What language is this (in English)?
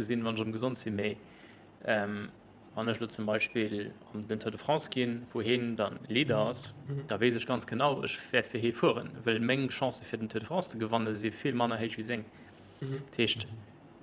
Luxembourgish